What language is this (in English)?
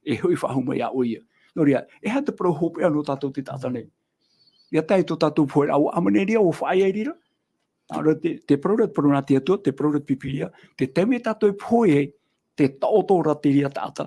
Tahitian